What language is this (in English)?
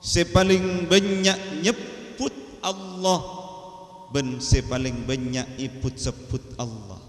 Madurese